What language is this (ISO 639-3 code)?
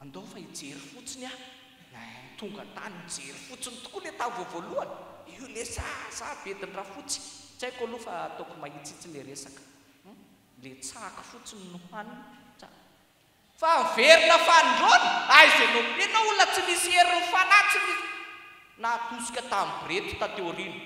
mlg